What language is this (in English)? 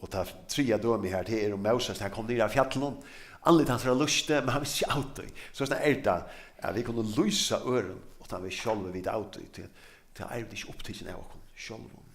Faroese